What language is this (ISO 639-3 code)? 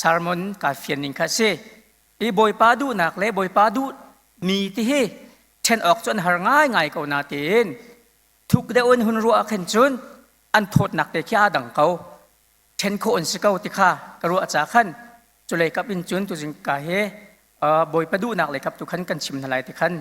cnh